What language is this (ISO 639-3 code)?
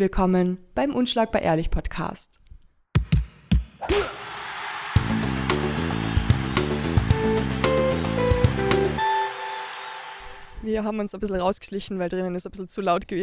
deu